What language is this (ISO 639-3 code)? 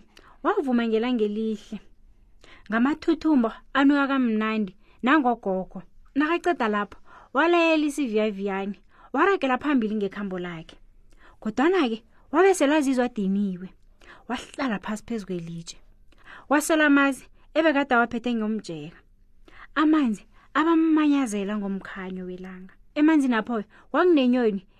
nbl